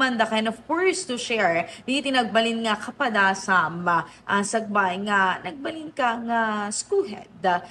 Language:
Iloko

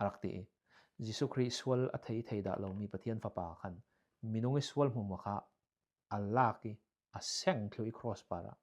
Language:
Falam Chin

